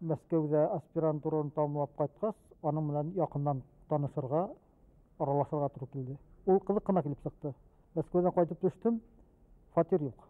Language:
Bashkir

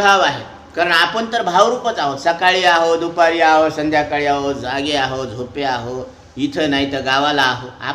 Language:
Marathi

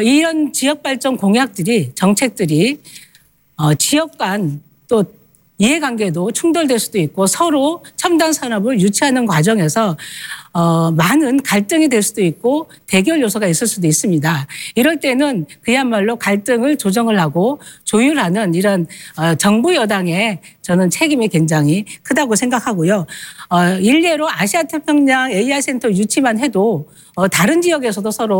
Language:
Korean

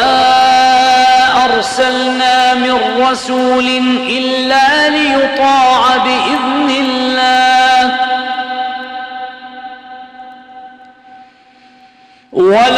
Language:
Arabic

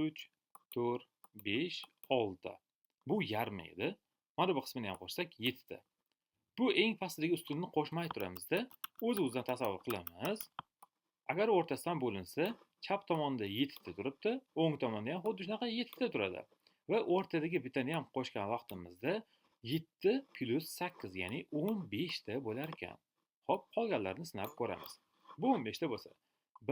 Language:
Uzbek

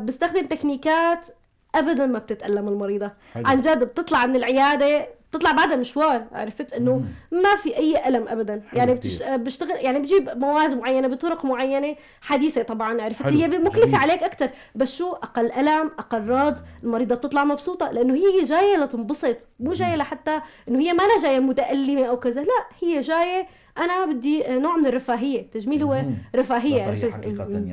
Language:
North Levantine Arabic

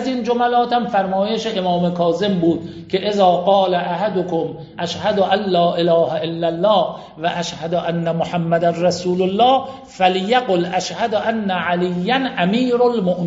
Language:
Persian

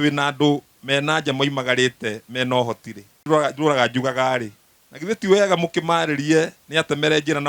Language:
Kikuyu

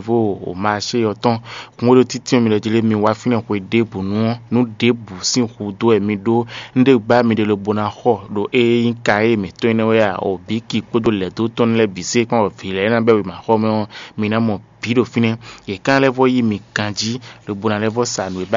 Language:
Fon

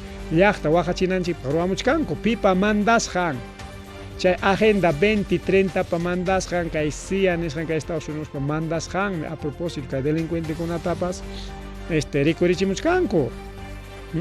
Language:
Ayacucho Quechua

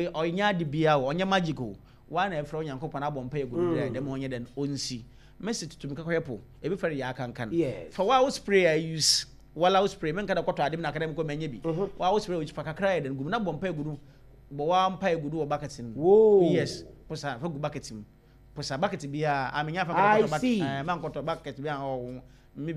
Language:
Akan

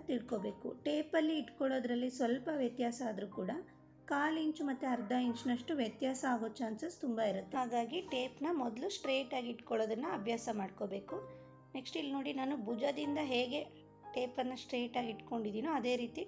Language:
Kannada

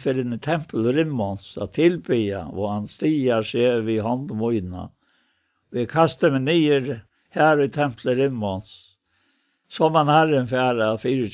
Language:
Faroese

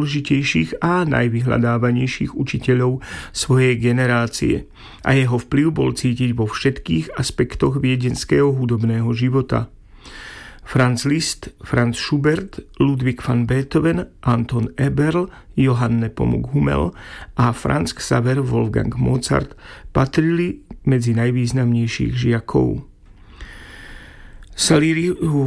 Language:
Slovak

